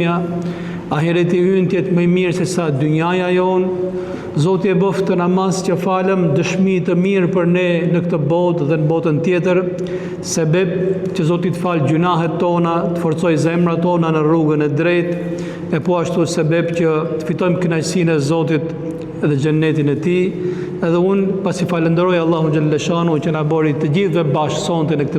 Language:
Albanian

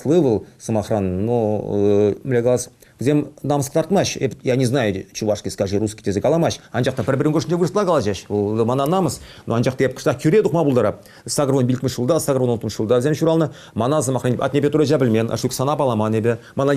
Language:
Chuvash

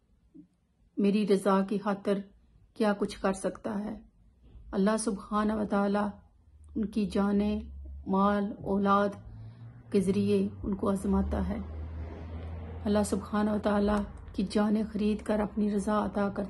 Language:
Urdu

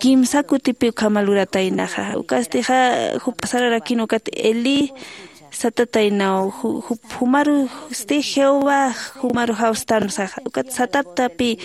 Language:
Aymara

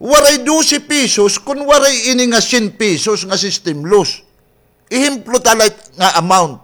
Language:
Waray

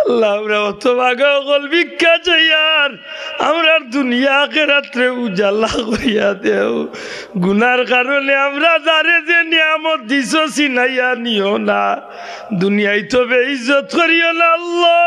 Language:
Sylheti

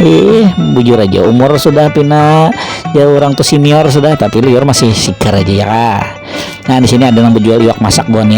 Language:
Banjar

